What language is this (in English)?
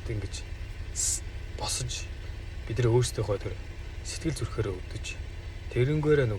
Mongolian